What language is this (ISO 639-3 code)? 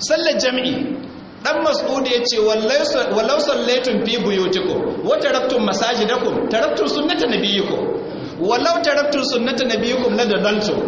hau